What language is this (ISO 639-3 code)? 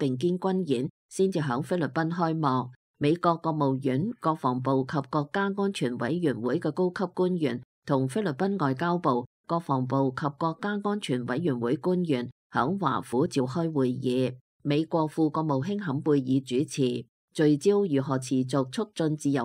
yue